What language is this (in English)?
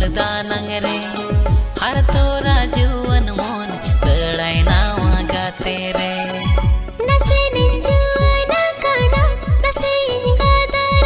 Santali